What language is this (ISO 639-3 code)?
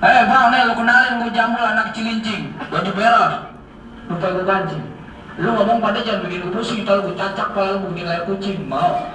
bew